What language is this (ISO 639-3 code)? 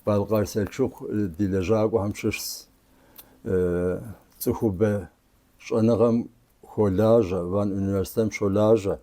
kbd